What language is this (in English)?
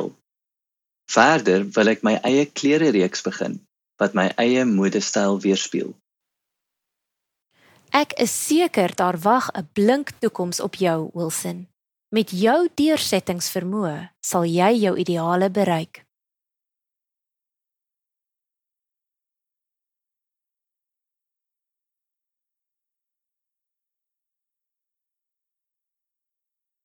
Afrikaans